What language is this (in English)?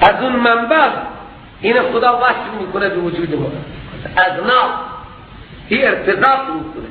Persian